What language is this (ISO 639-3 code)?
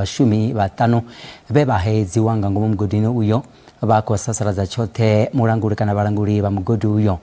ven